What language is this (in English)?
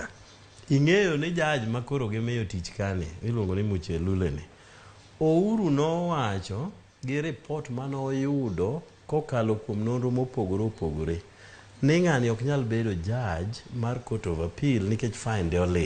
Luo (Kenya and Tanzania)